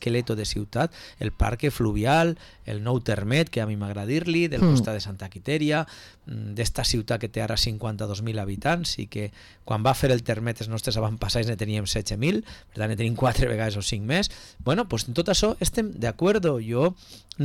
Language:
Catalan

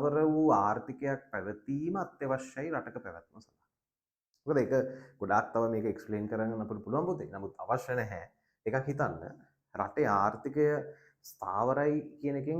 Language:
Sinhala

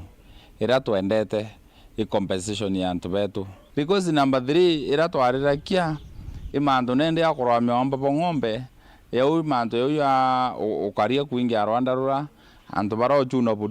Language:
Meru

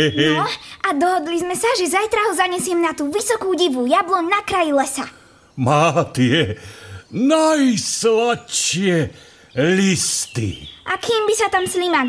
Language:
Slovak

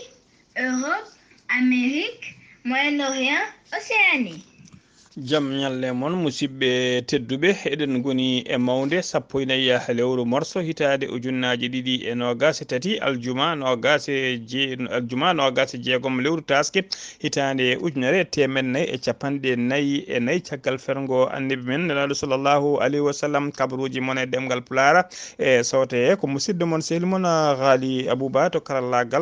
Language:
Fula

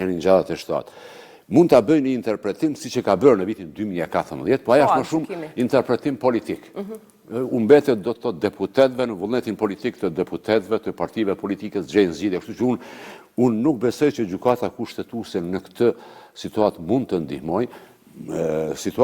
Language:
Albanian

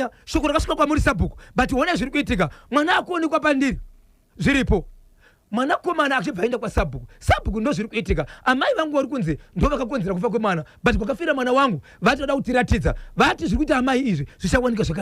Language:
Shona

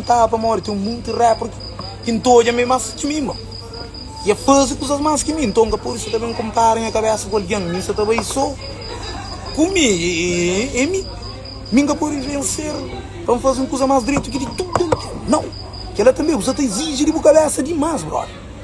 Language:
Kabuverdianu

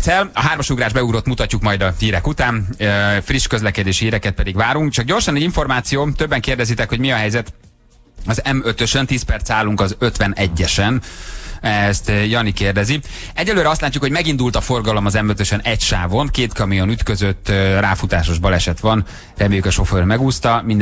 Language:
Hungarian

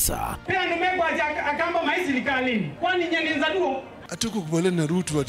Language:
Kamba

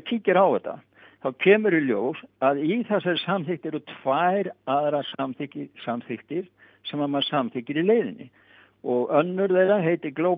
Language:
Icelandic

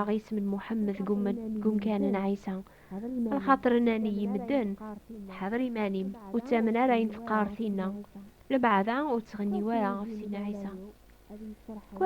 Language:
Kabyle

